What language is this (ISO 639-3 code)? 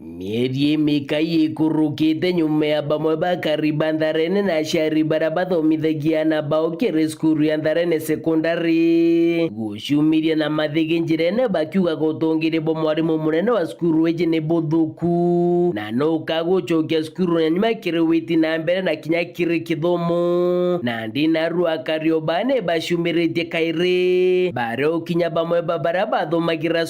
mer